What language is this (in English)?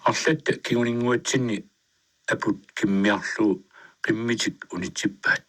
Kalaallisut